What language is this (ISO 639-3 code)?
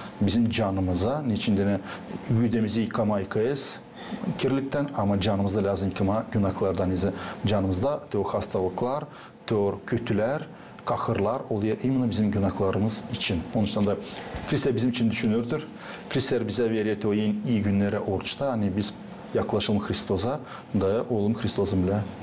gag